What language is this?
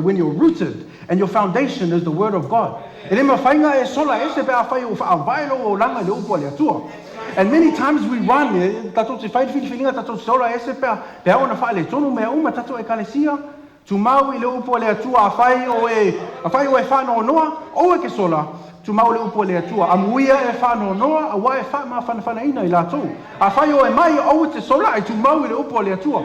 Samoan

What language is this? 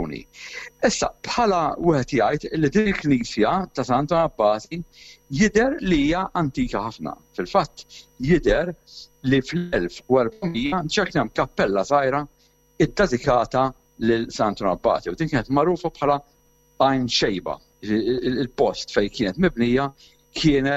Maltese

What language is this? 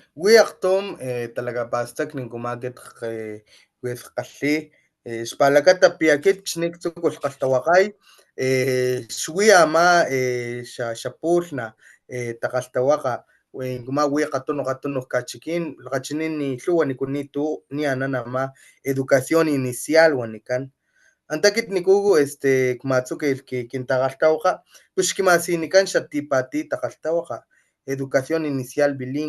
Papantla Totonac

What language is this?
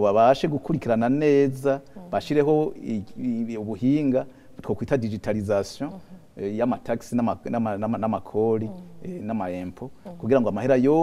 Rundi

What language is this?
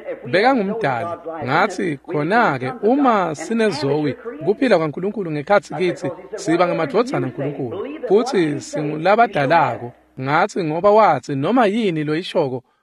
Swati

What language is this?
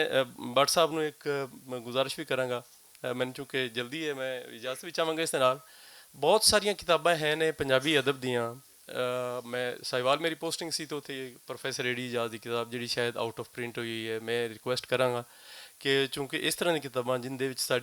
Western Panjabi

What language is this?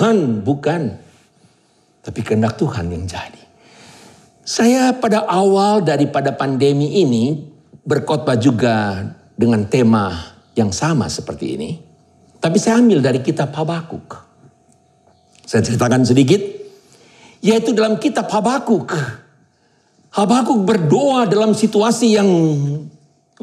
Indonesian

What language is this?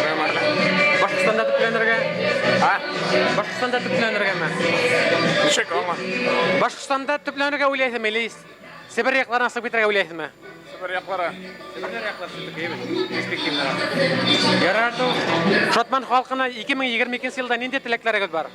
Bashkir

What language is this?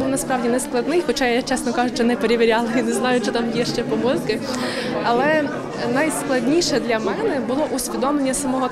Ukrainian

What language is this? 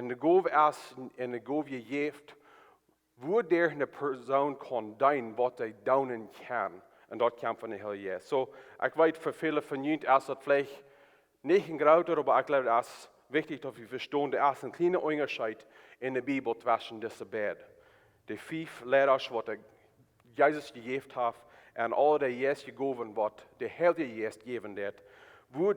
Plautdietsch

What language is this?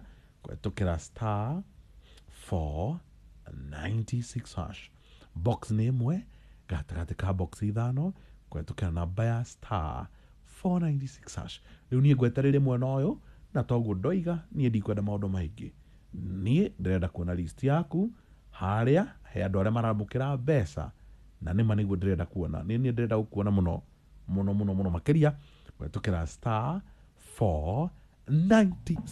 Kikuyu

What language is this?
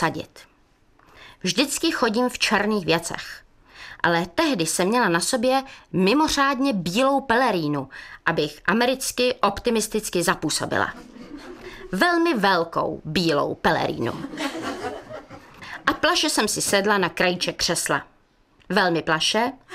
Czech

